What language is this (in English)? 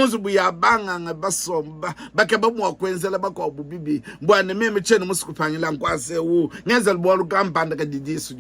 Luba-Lulua